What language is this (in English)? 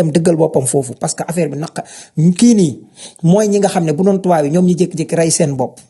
Wolof